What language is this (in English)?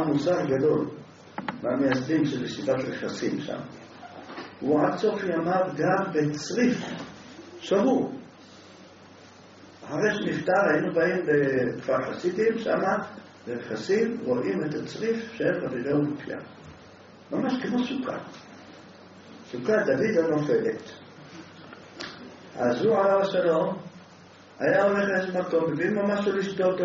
Hebrew